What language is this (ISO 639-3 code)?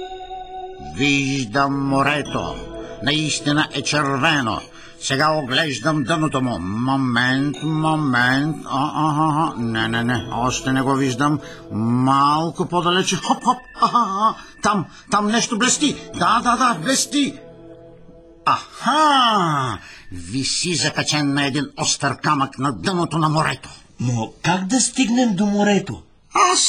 bul